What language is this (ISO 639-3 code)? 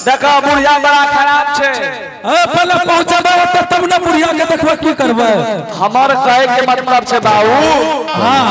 anp